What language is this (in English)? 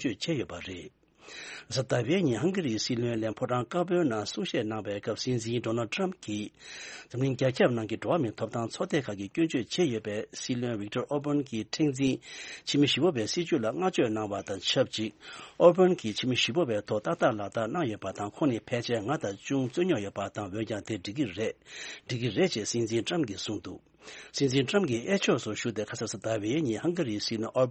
Tibetan